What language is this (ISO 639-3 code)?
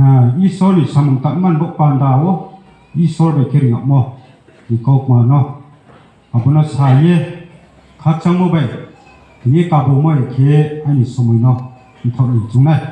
ria